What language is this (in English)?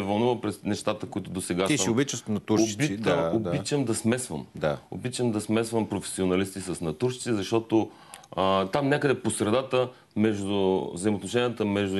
Bulgarian